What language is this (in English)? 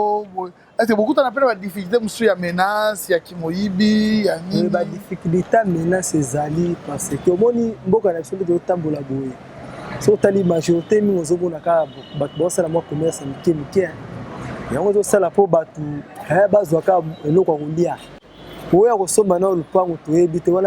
Lingala